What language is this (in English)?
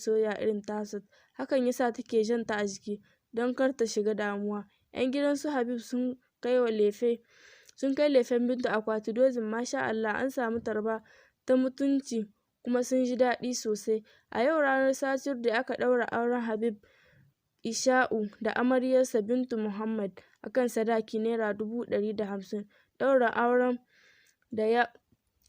Hausa